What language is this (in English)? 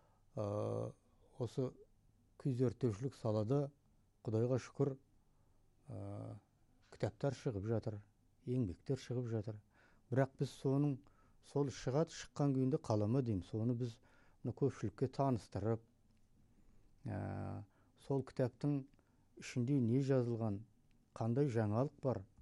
Kazakh